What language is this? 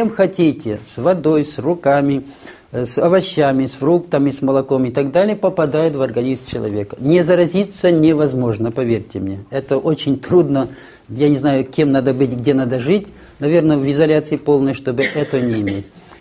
Russian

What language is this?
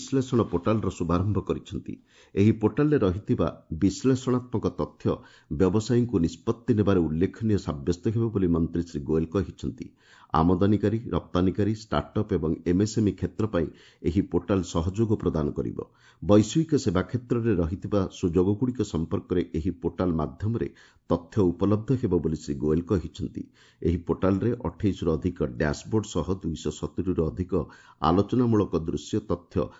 Odia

